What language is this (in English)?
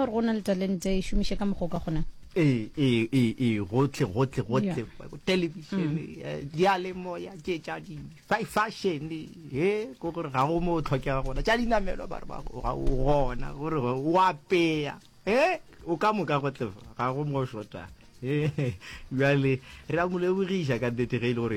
Northern Sotho